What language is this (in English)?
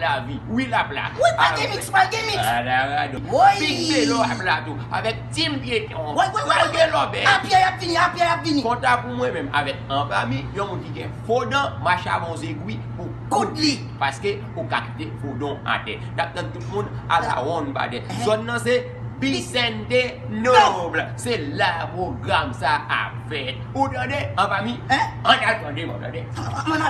Haitian Creole